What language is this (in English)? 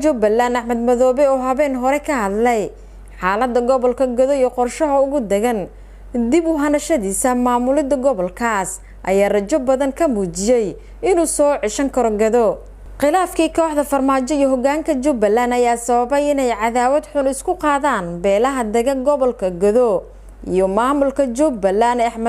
Somali